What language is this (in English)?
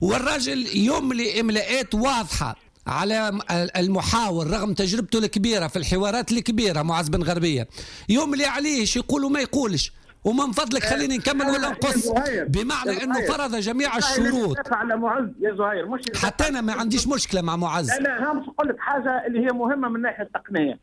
Tunisian Arabic